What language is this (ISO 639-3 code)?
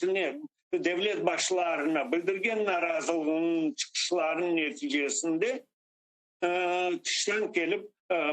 crh